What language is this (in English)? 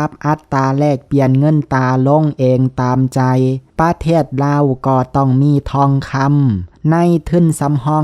Lao